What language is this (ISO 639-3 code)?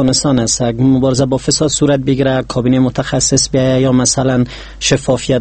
fas